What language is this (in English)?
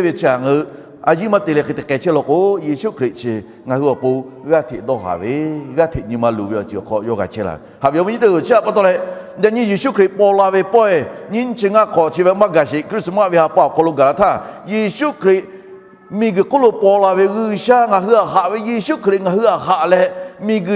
Lahu